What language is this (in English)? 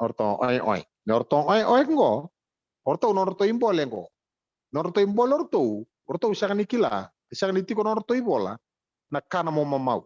Fijian